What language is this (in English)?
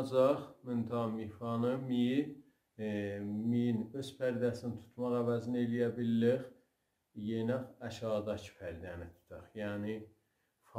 South Azerbaijani